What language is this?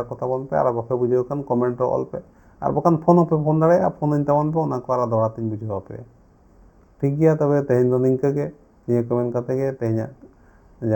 Santali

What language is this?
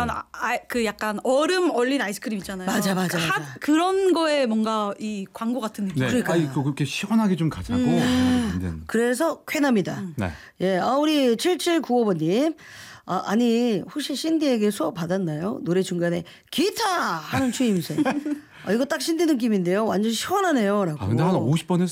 Korean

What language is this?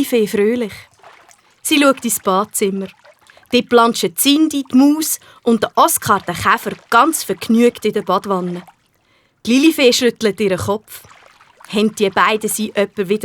Swiss German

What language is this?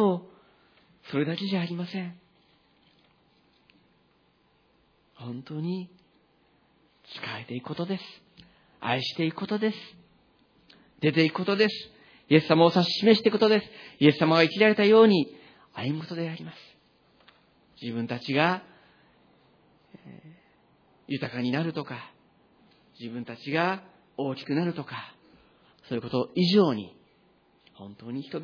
Japanese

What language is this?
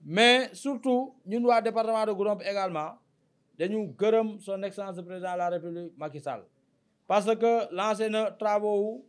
Wolof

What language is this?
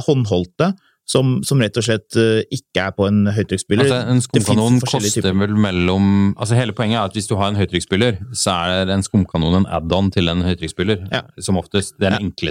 Norwegian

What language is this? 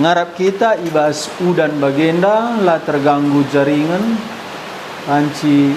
Batak Karo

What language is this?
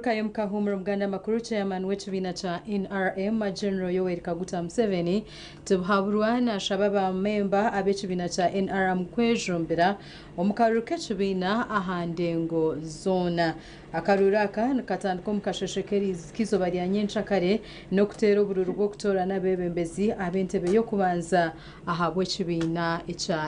Nyankole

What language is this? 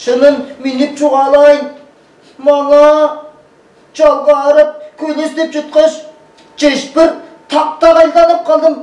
Tuvinian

